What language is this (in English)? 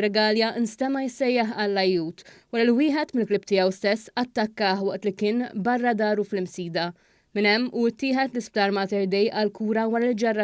Maltese